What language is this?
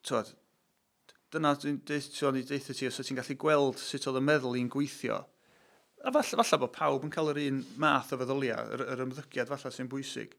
Welsh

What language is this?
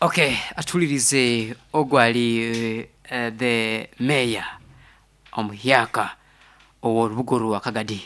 Nyoro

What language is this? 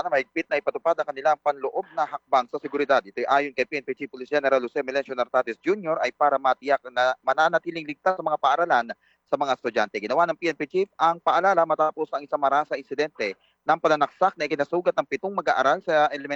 Filipino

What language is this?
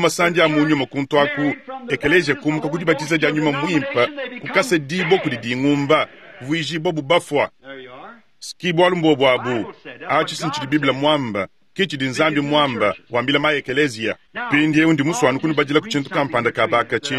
Luba-Lulua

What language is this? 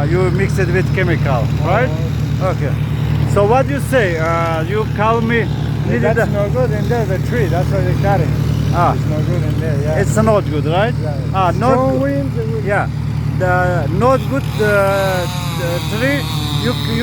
Tajik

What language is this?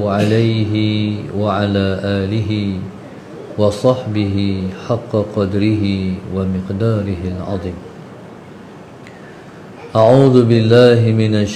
Malay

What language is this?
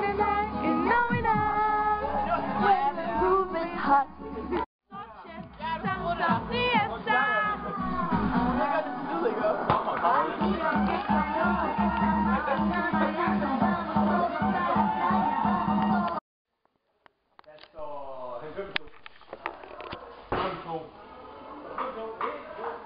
Danish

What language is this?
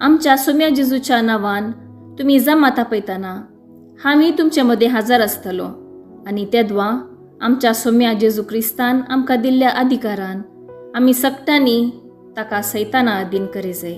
Konkani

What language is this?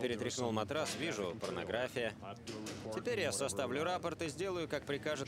Russian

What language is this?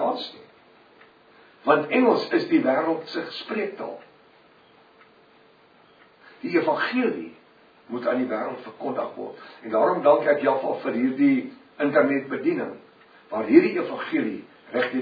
Afrikaans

